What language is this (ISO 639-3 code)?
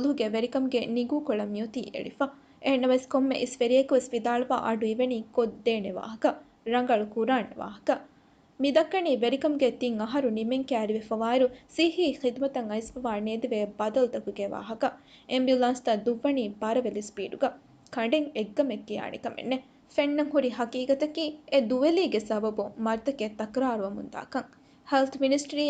div